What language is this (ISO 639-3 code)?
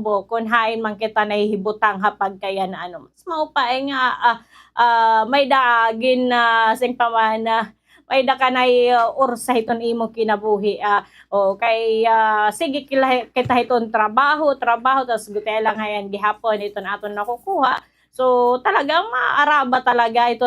war